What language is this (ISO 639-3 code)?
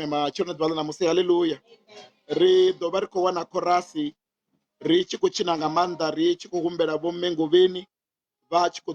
ven